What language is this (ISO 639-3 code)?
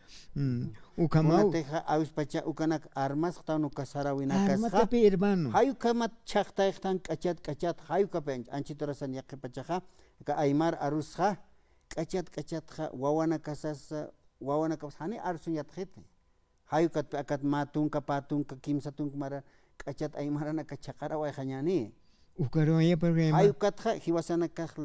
aym